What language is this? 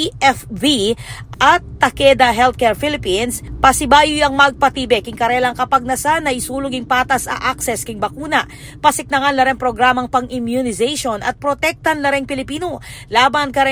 Pampanga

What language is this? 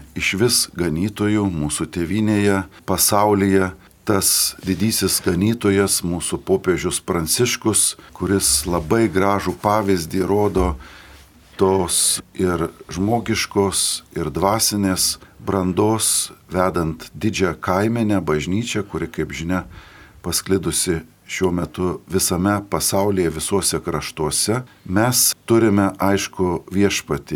Lithuanian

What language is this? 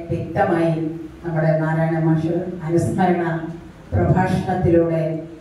Malayalam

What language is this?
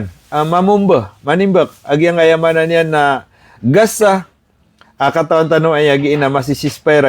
Maranao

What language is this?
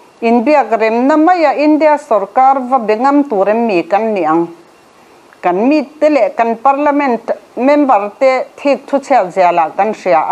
Mizo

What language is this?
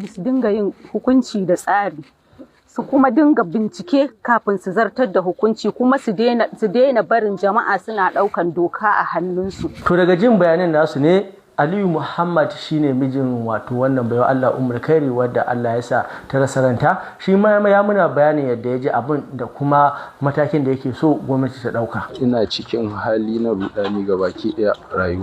Hausa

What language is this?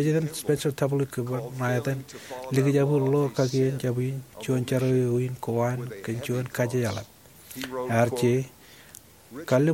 Marshallese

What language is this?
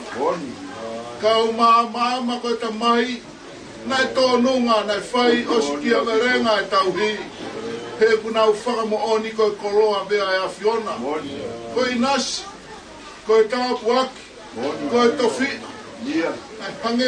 Tongan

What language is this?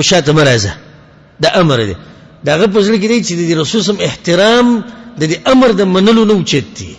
Pashto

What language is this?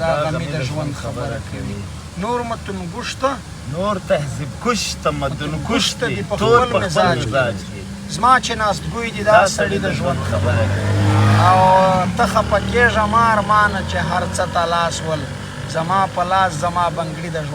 Pashto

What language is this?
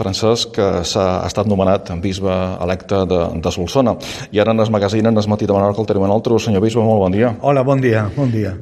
Catalan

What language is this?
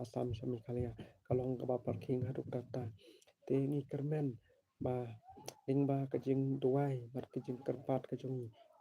Khasi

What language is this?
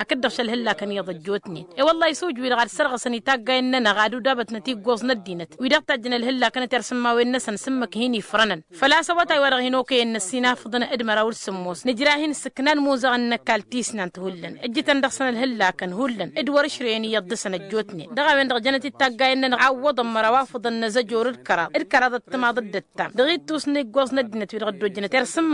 Tamasheq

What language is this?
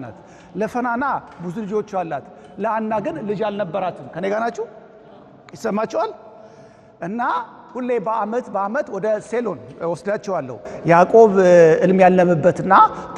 Amharic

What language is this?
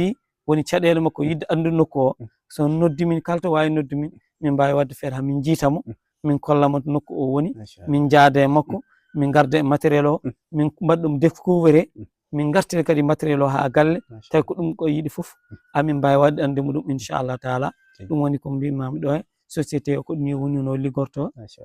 Fula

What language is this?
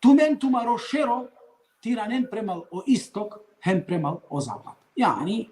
Balkan Romani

